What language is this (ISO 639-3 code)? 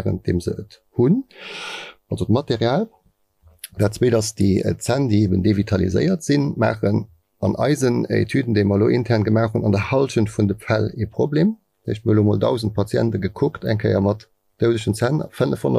ltz